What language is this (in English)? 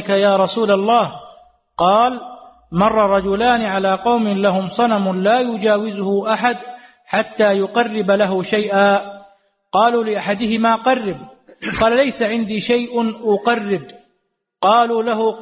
Arabic